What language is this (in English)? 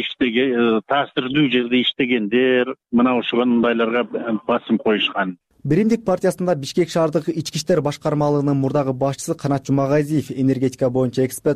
Kyrgyz